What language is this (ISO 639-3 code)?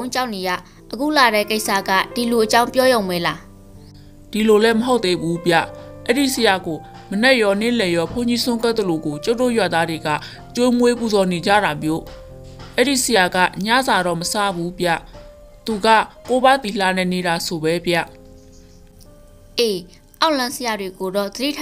mya